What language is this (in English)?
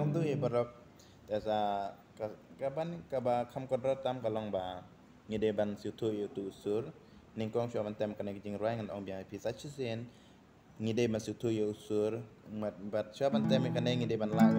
Khasi